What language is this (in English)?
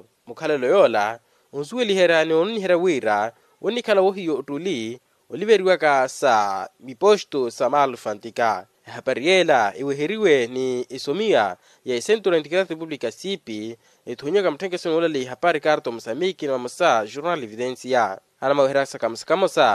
Makhuwa